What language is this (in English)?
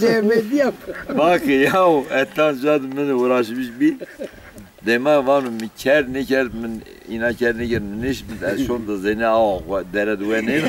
Zaza